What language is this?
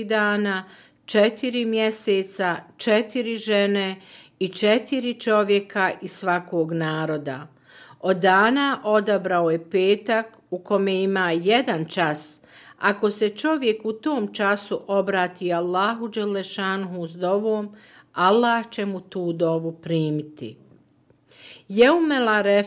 Bosnian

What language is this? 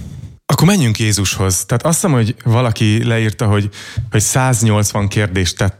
Hungarian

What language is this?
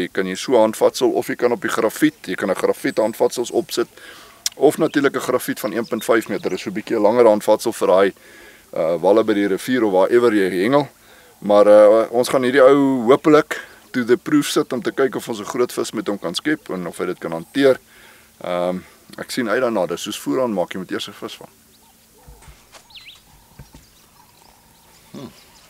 Afrikaans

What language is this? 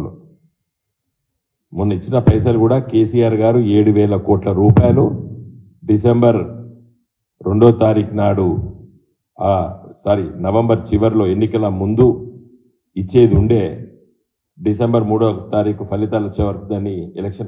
Telugu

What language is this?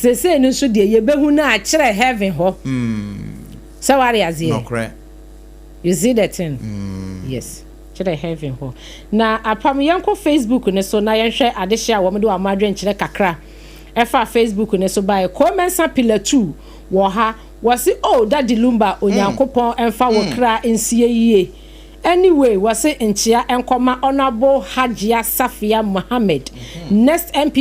Akan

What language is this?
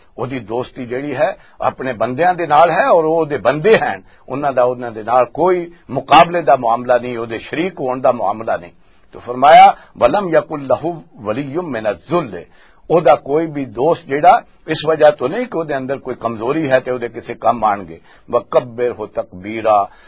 Western Panjabi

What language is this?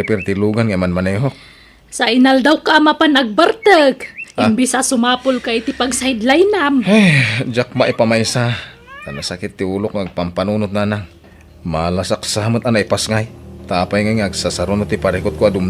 Iloko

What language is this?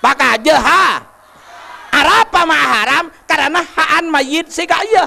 Madurese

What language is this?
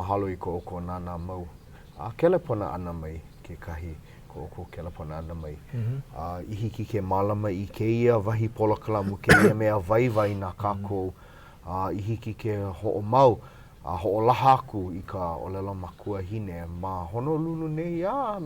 Hawaiian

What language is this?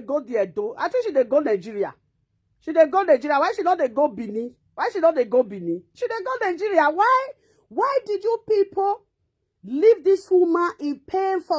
Nigerian Pidgin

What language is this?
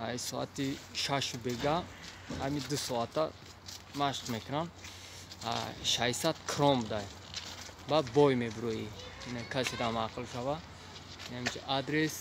Tajik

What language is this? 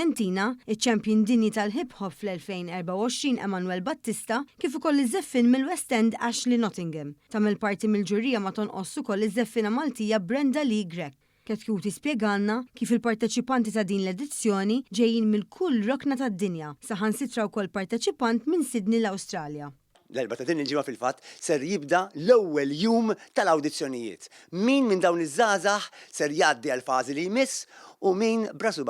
Maltese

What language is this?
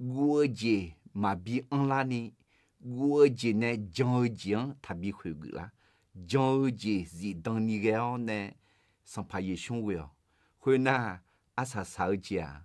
Akha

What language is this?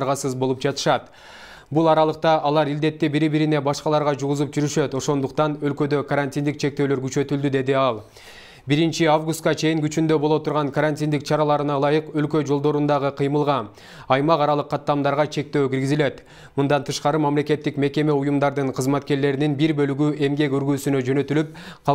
Kyrgyz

